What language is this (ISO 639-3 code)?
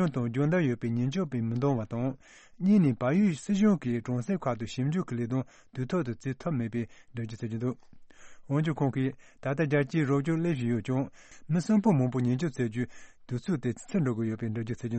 bod